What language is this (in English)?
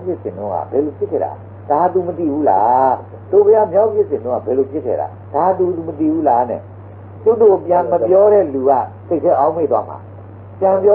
Burmese